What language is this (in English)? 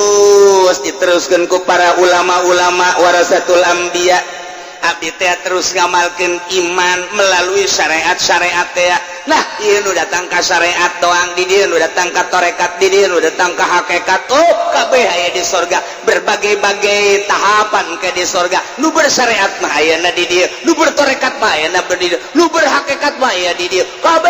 Sundanese